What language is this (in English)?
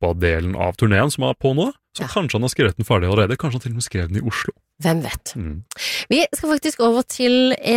Norwegian